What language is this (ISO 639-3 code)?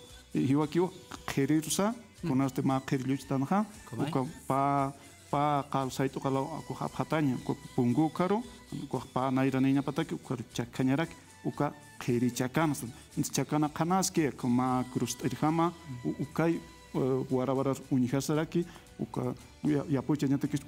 aym